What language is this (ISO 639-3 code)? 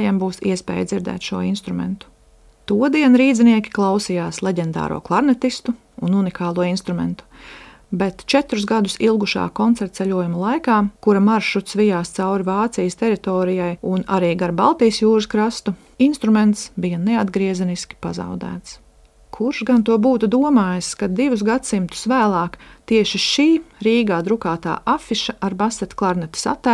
lav